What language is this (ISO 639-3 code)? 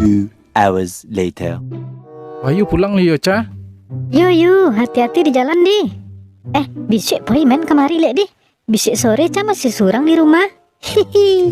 min